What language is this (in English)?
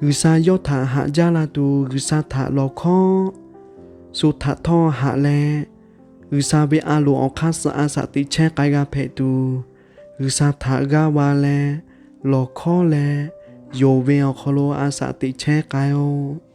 Lahu